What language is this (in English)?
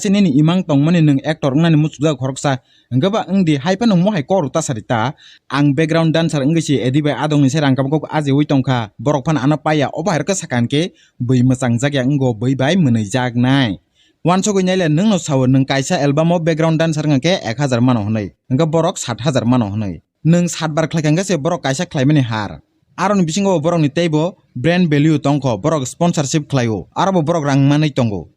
Kok Borok